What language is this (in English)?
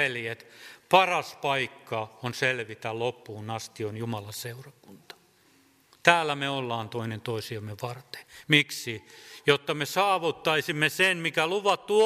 Finnish